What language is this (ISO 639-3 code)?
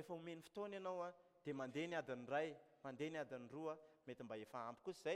mlg